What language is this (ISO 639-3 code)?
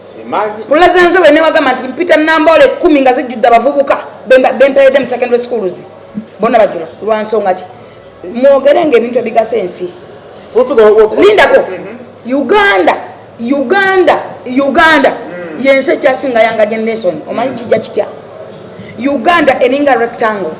lug